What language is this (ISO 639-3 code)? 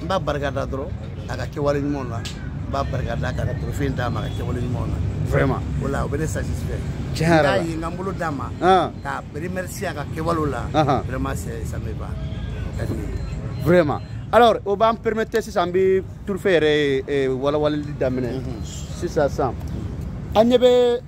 bam